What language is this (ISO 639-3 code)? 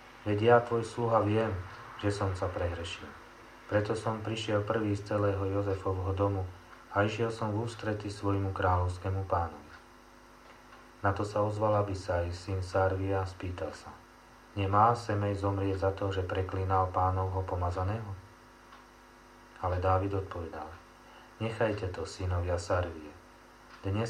slk